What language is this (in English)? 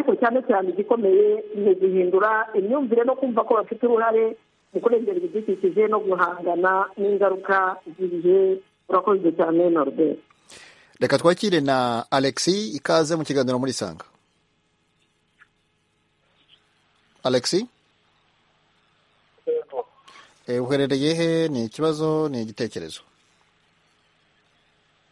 Kinyarwanda